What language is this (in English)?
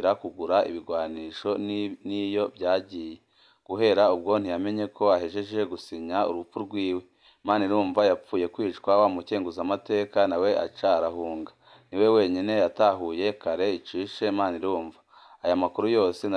Rundi